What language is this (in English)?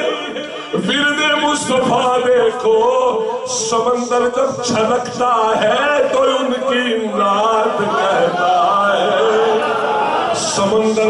Urdu